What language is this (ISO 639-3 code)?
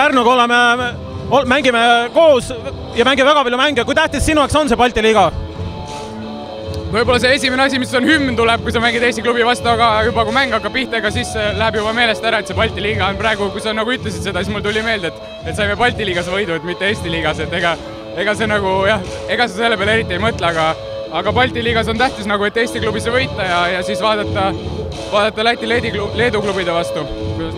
est